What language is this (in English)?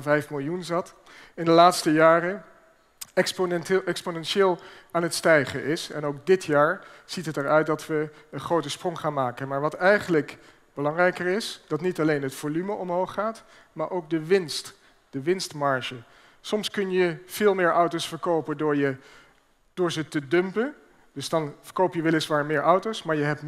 Dutch